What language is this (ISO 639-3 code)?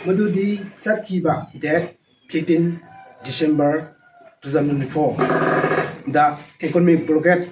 mni